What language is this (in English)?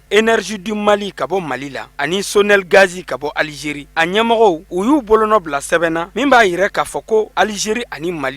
Bambara